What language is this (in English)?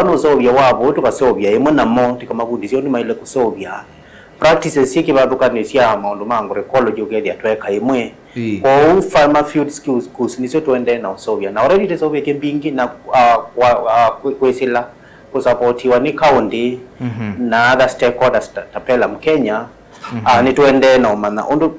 Kamba